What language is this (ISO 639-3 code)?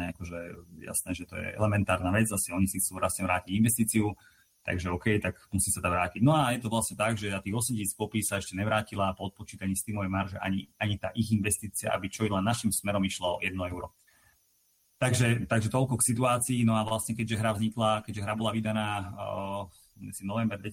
slk